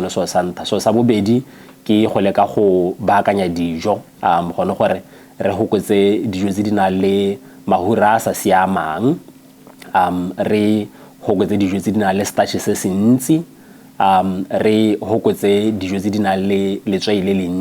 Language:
Tswana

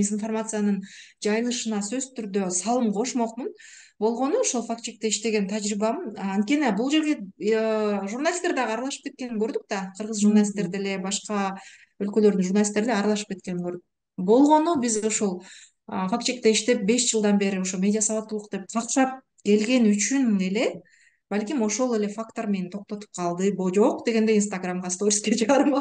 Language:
Kyrgyz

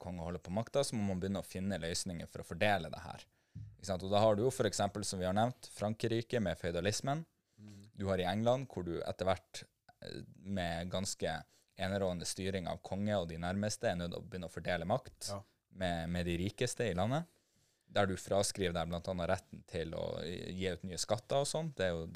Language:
Norwegian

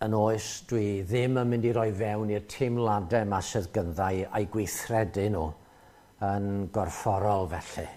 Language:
Welsh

